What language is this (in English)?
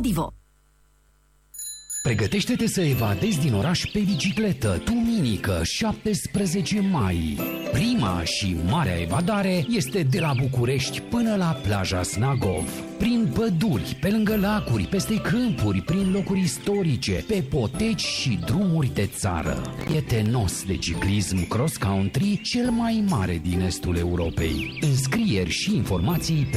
Romanian